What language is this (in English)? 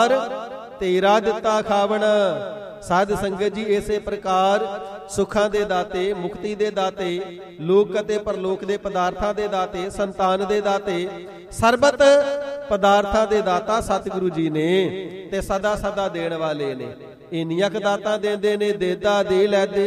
Punjabi